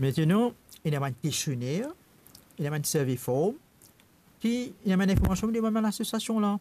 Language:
Morisyen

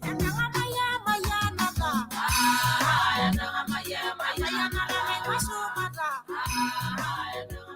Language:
Masai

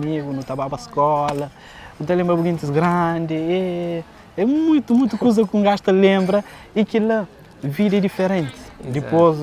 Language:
Kabuverdianu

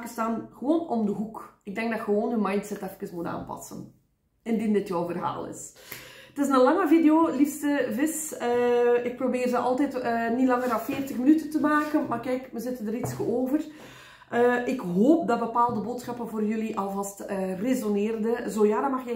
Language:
Dutch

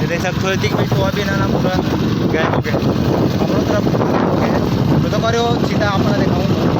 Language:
Chhattisgarhi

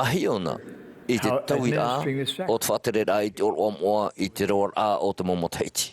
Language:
Tahitian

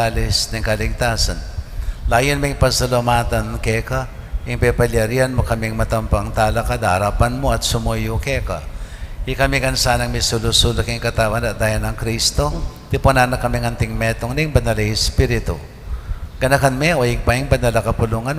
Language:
Pampanga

